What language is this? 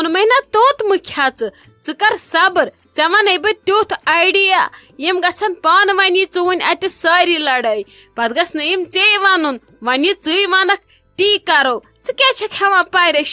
Kashmiri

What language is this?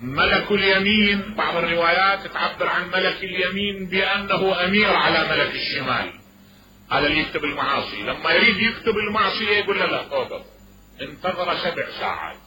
Mesopotamian Arabic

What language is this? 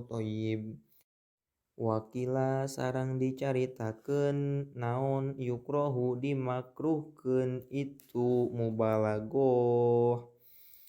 Sundanese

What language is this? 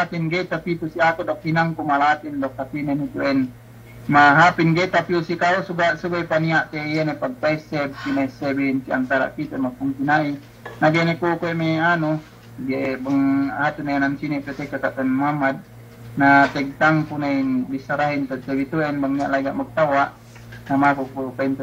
Yakan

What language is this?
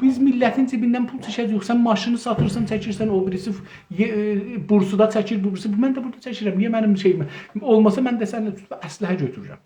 South Azerbaijani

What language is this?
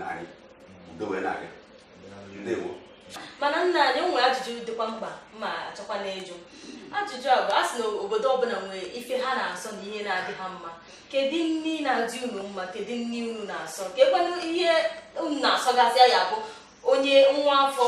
Igbo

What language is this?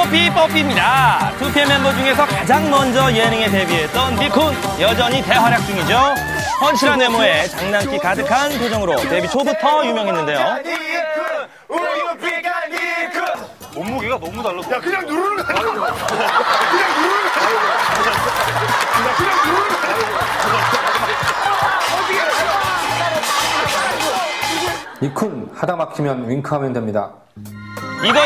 Korean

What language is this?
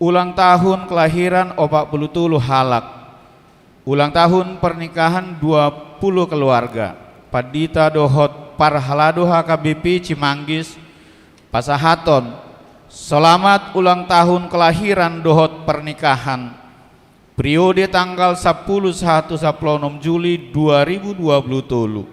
Batak Toba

